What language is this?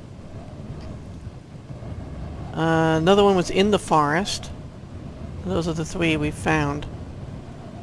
English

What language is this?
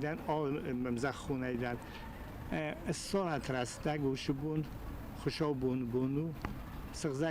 Ossetic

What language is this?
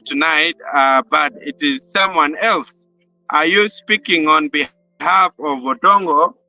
Acoli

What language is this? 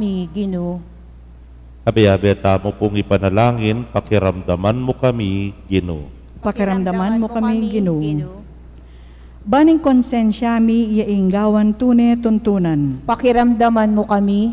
Pampanga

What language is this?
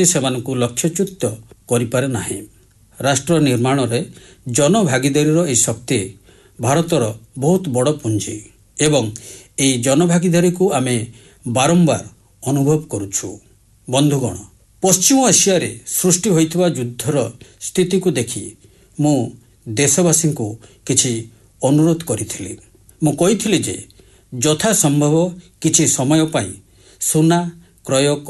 Odia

